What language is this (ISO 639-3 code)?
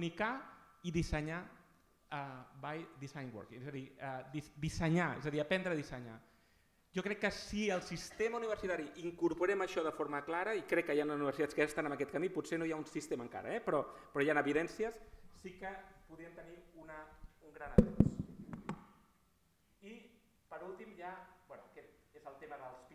cat